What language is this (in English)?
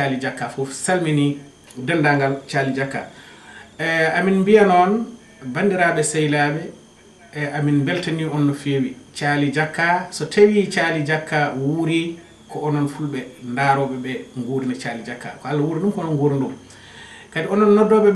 Fula